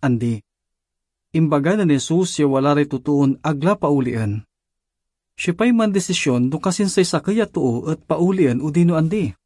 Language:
Pangasinan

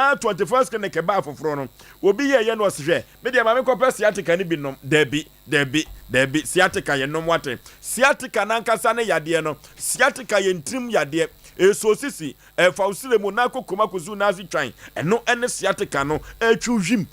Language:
Akan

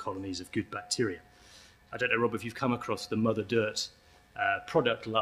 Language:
English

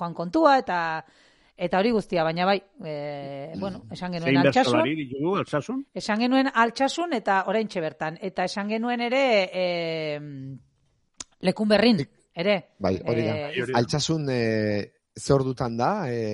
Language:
Basque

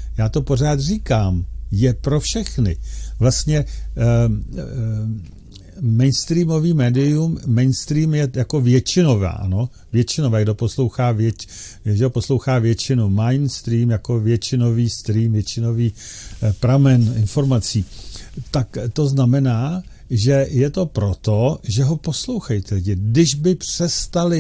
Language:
Czech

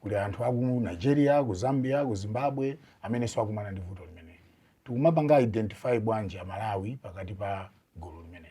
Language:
Nyanja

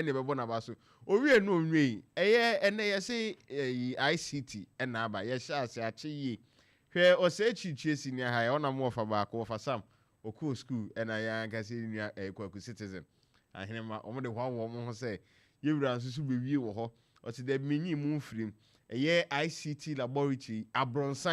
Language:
Akan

